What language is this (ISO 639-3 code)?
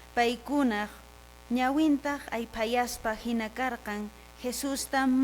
que